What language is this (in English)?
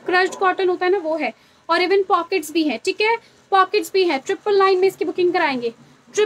Hindi